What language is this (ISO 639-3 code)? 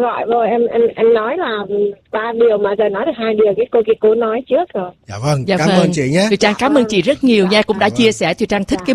vie